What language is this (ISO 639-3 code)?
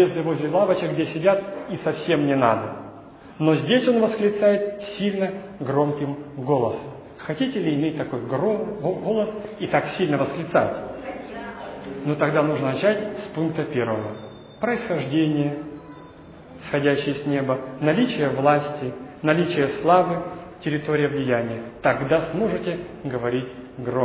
rus